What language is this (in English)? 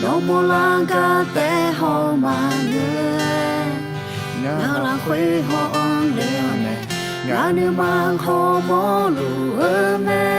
Akha